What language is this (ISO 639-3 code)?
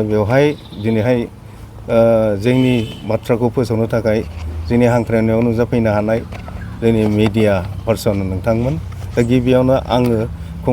brx